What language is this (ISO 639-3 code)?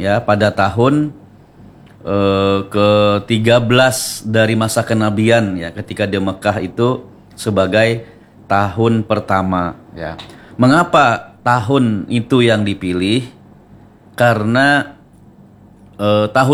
ind